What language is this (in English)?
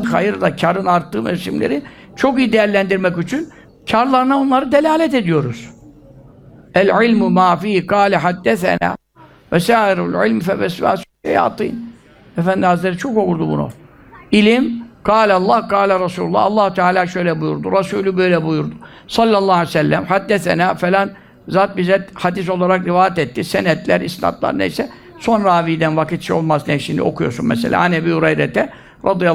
Turkish